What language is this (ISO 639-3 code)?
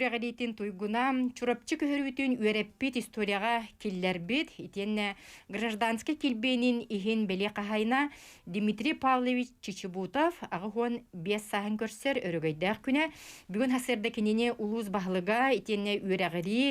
sah